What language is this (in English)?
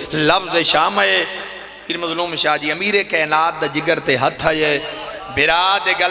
Pahari-Potwari